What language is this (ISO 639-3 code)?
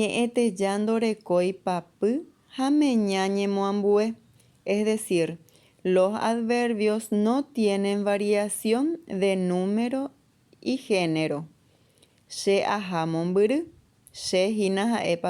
grn